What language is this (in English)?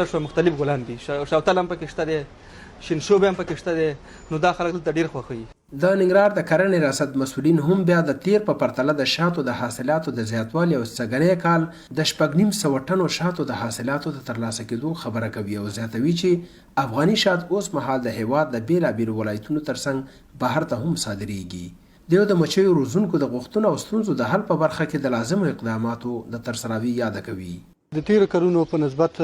Pashto